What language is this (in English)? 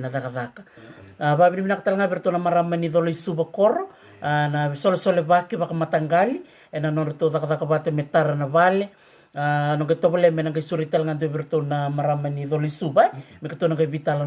Fijian